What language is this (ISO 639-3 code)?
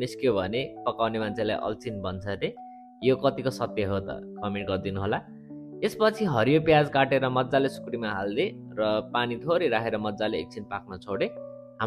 nep